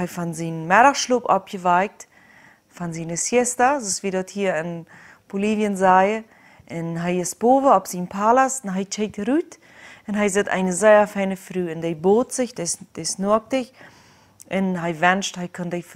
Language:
Plautdietsch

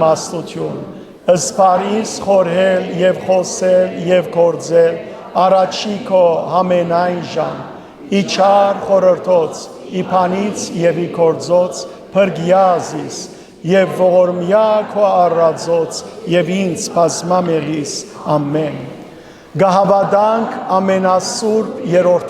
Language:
Western Armenian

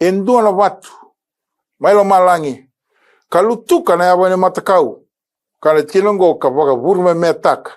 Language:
Fijian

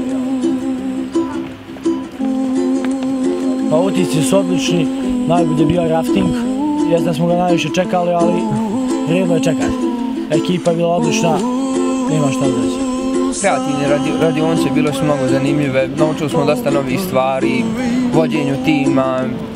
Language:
Bosnian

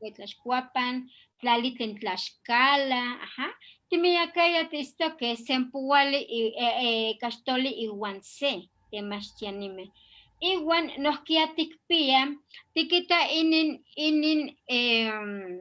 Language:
Eastern Huasteca Nahuatl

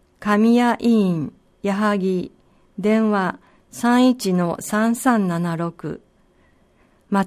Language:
Japanese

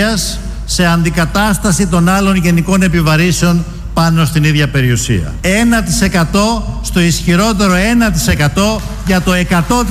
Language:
Greek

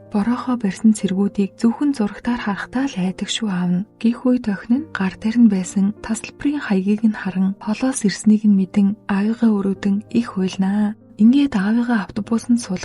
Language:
Mongolian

